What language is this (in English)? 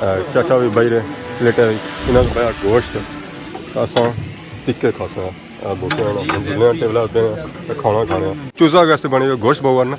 Pahari-Potwari